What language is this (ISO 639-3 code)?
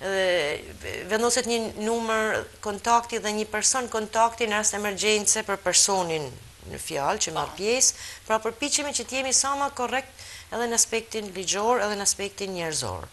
sqi